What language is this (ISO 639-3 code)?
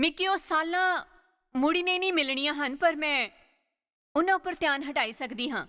doi